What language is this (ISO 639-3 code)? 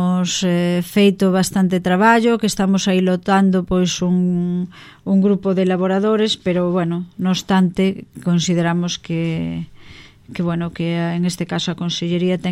glg